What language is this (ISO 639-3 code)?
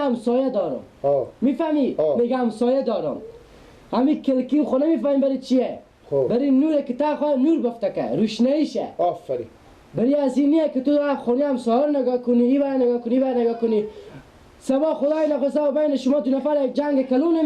fas